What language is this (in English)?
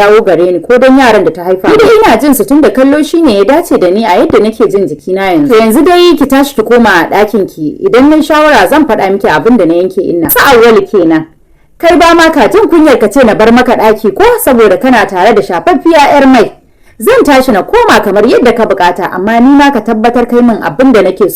Hausa